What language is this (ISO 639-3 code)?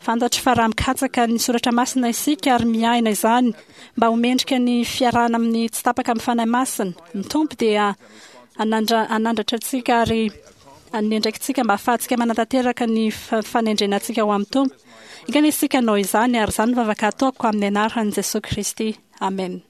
mlg